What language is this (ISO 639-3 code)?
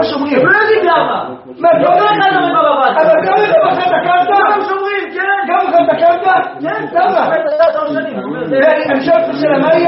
heb